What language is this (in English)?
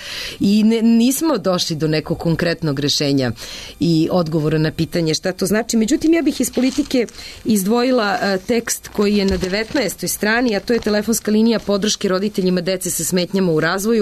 Serbian